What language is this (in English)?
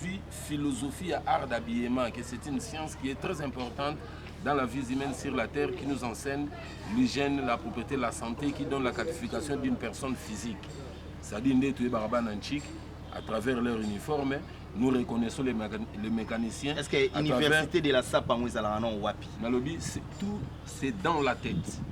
Lingala